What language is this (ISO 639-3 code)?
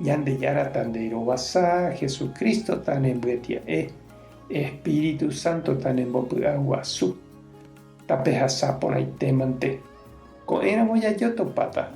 grn